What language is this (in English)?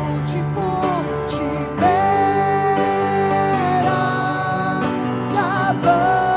Iban